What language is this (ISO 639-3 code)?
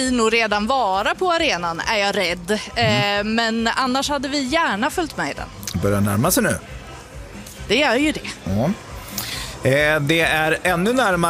swe